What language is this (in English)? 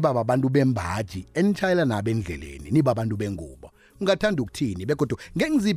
South Ndebele